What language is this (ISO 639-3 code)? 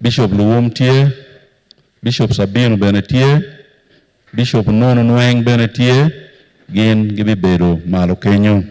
ach